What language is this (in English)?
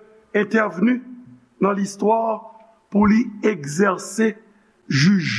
Haitian Creole